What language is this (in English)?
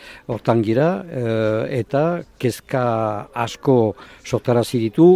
Basque